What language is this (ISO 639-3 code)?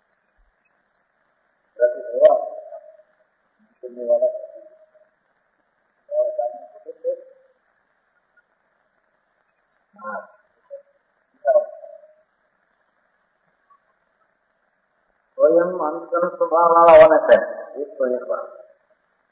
hin